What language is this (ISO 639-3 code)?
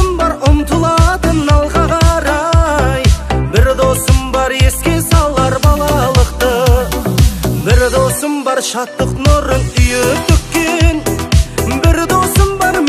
kaz